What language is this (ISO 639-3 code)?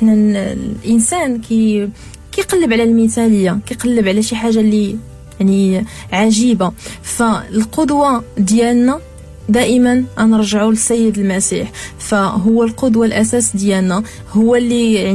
ary